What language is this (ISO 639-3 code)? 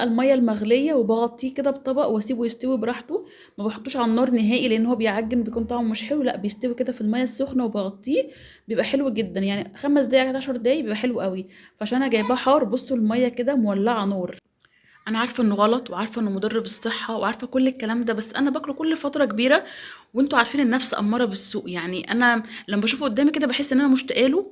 arz